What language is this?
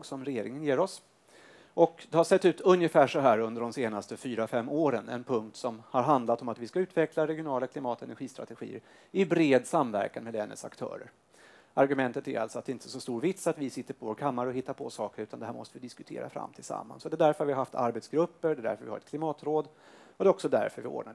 Swedish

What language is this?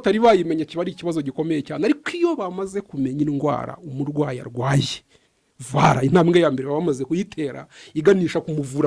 Kinyarwanda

